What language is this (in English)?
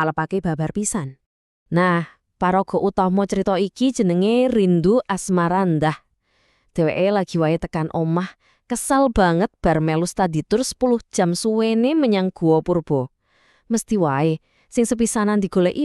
Javanese